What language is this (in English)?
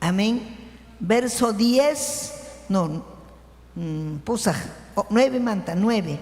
Ayacucho Quechua